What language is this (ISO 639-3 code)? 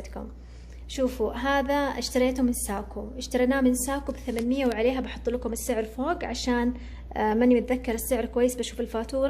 acw